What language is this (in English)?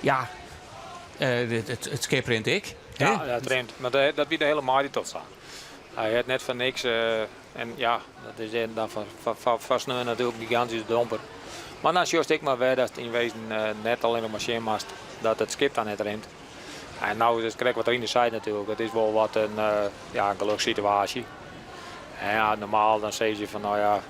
Western Frisian